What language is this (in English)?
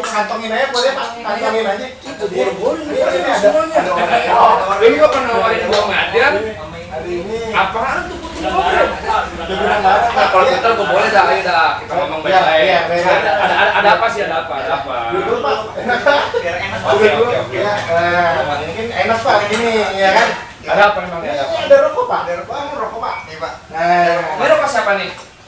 Betawi